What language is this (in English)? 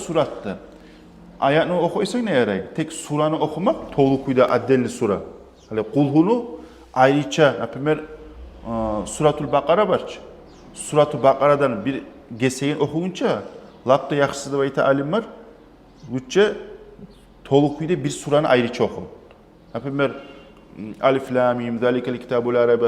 Kumyk